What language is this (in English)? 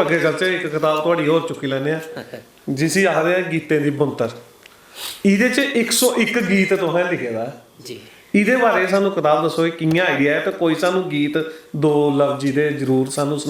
Dogri